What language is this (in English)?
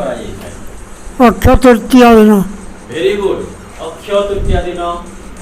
Odia